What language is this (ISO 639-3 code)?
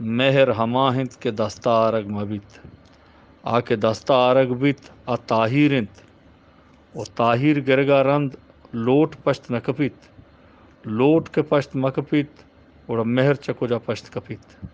bgp